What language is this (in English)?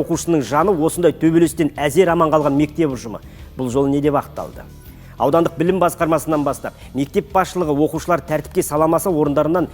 Kazakh